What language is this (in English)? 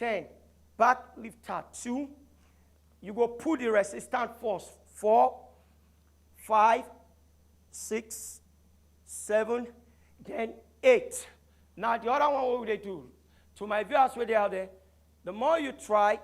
Nigerian Pidgin